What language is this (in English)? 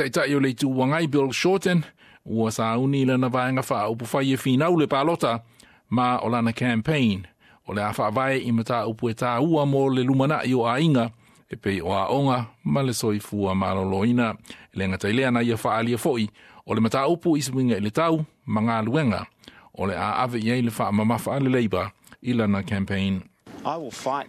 Samoan